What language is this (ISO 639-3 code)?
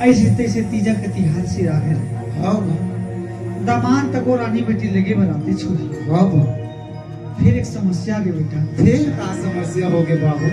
hne